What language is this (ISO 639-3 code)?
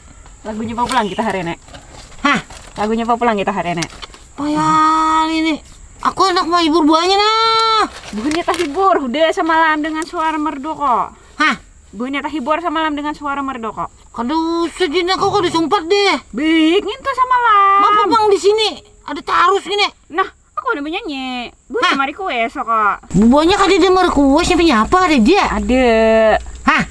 bjn